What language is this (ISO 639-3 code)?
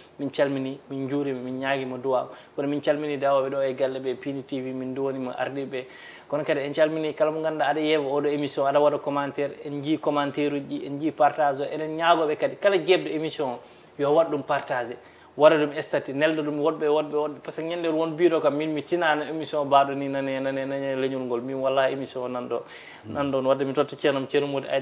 ful